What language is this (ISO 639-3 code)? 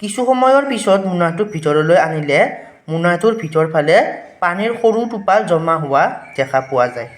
asm